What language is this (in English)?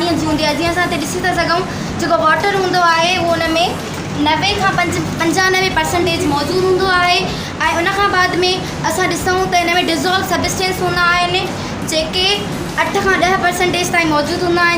Sindhi